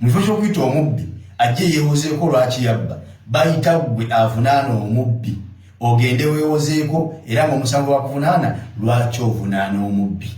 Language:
Ganda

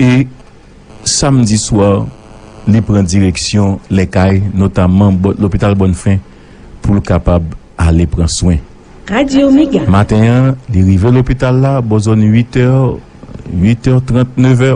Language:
Haitian Creole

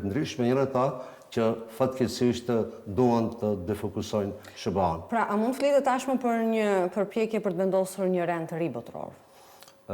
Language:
Albanian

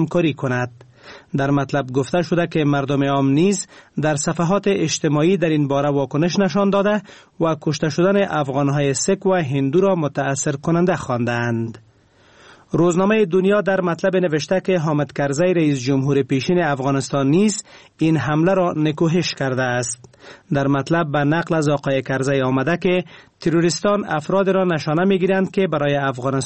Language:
Persian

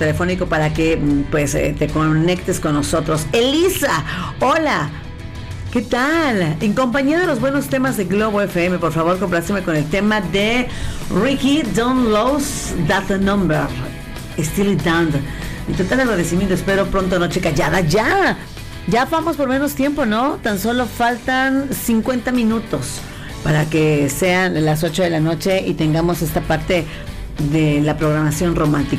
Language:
Spanish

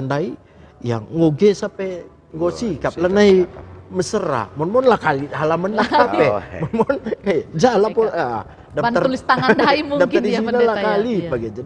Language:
Batak Karo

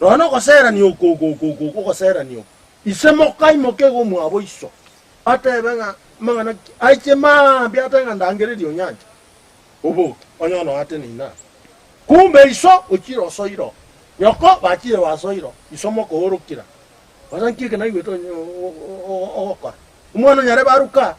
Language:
Gusii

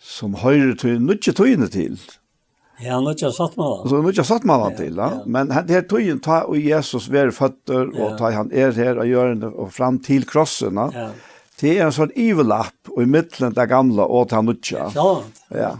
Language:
Faroese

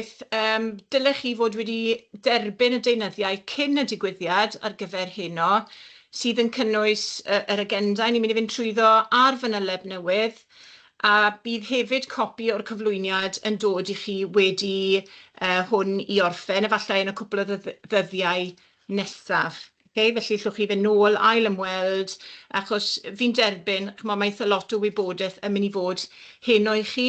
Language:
Welsh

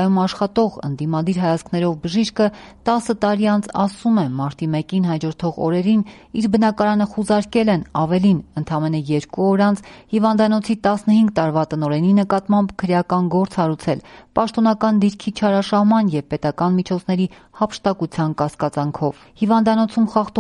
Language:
Armenian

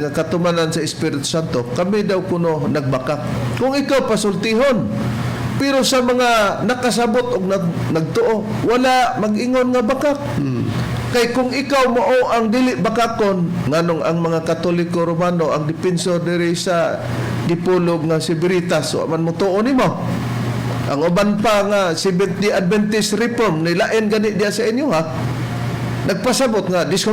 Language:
Cebuano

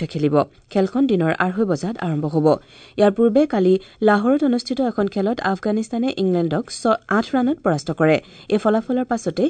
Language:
Assamese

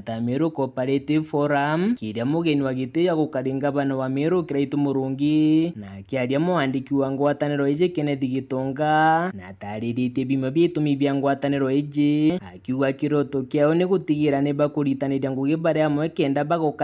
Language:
Meru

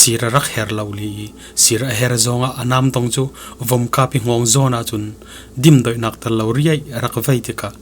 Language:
Falam Chin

